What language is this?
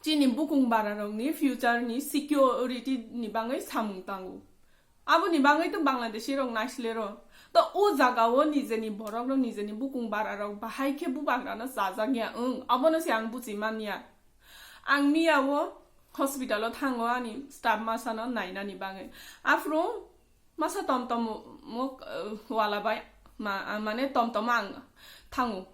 Kok Borok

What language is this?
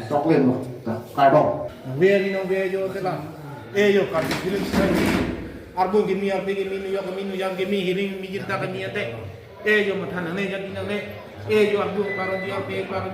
Karbi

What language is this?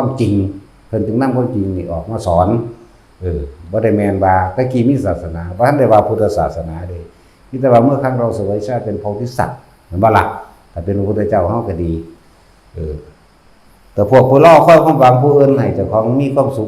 Northeastern Thai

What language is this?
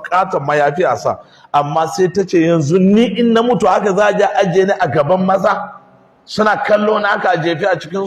Hausa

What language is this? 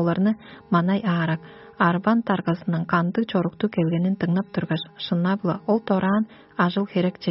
Tuvinian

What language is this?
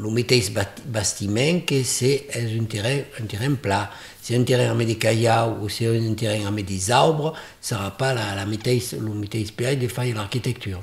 Occitan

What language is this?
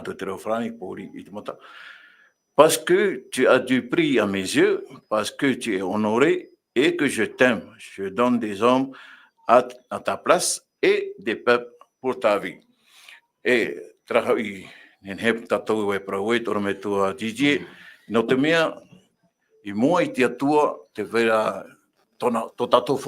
Tahitian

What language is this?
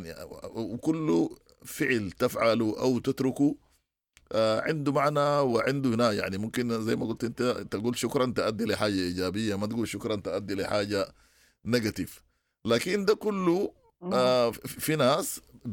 Sudanese Arabic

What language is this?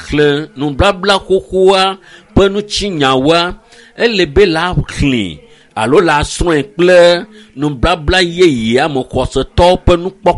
Ewe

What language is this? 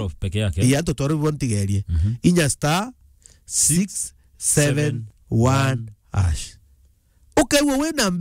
Meru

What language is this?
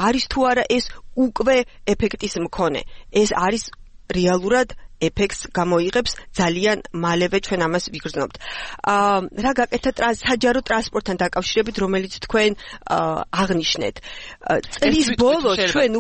Georgian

